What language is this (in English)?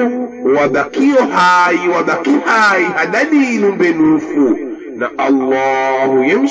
Swahili